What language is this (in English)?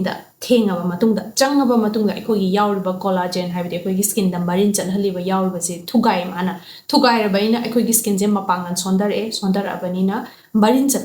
Manipuri